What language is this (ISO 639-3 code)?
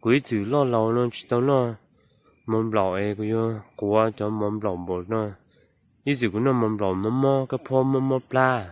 hmn